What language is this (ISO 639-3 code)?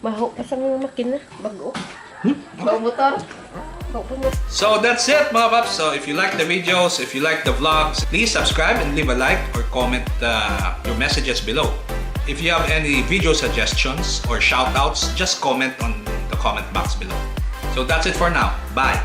hil